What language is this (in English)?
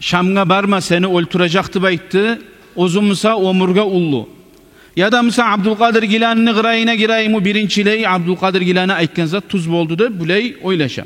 Kumyk